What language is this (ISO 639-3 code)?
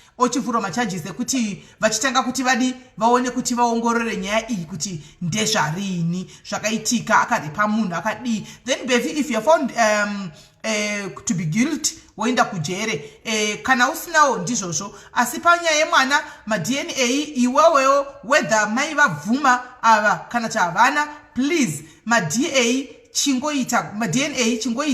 sna